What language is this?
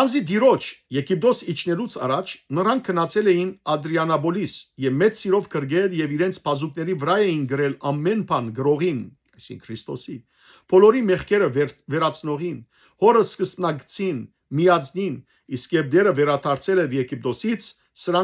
Western Armenian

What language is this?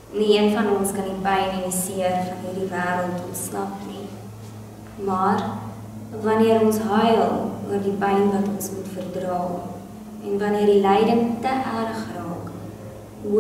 Afrikaans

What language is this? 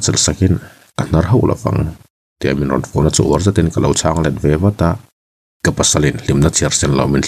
Mizo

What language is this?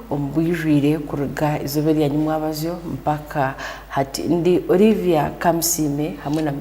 Tooro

